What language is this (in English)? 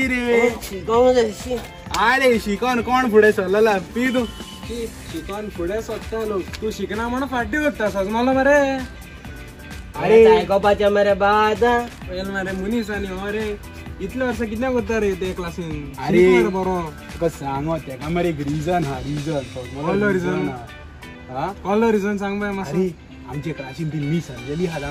Konkani